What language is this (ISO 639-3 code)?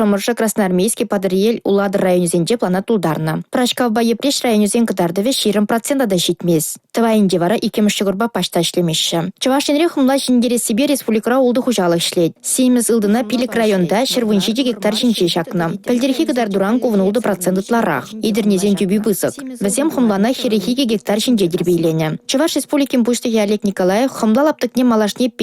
chv